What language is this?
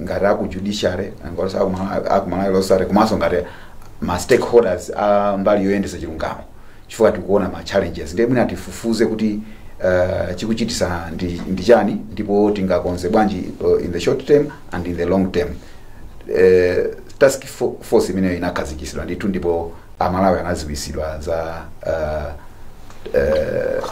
Nyanja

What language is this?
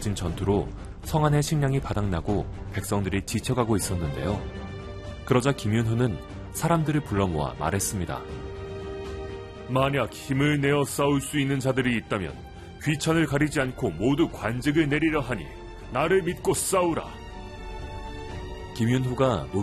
Korean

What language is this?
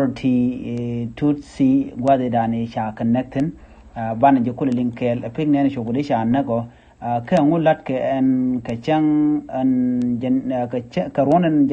Nuer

